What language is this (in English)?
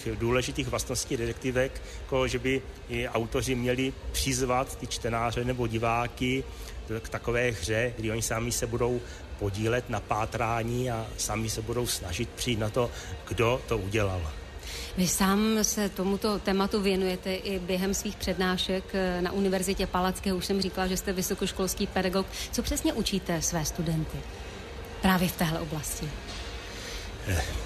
Czech